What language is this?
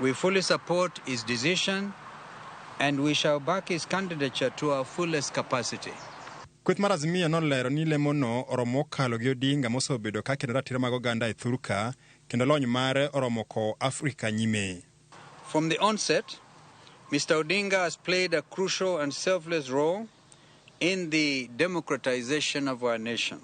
Luo (Kenya and Tanzania)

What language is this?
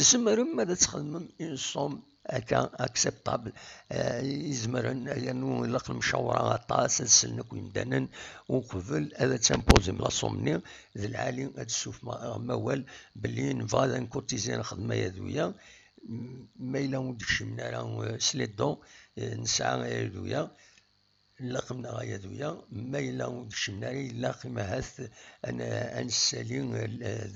Kabyle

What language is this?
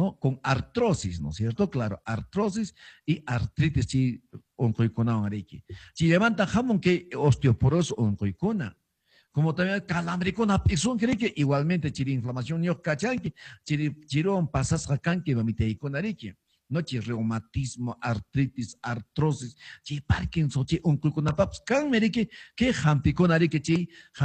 Quechua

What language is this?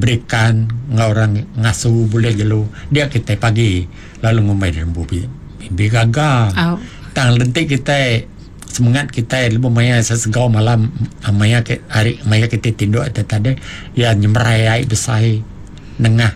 Iban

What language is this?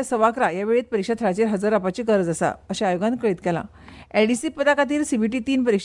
Konkani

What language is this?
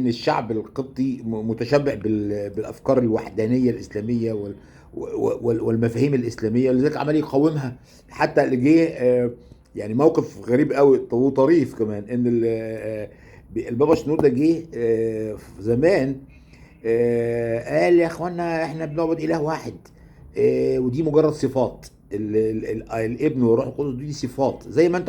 Egyptian Arabic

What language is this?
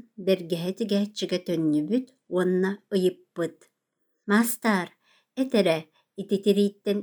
Yakut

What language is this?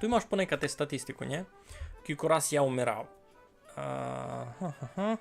Rusyn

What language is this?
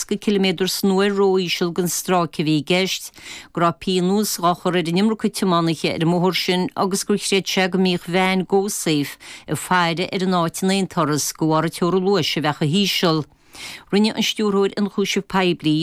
Irish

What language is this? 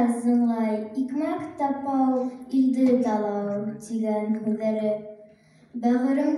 Bashkir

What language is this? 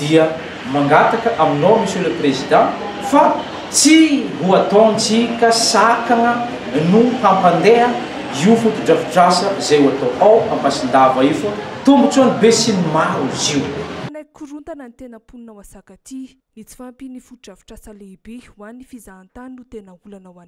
Malagasy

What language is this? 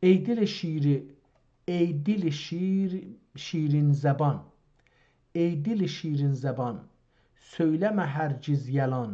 South Azerbaijani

